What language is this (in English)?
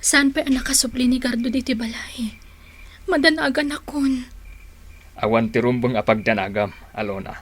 Iloko